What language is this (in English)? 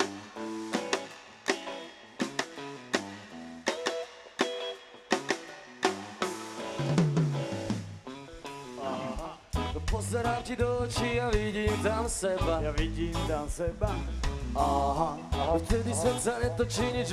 Slovak